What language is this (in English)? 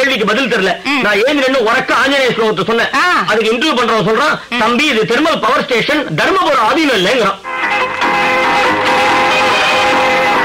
Tamil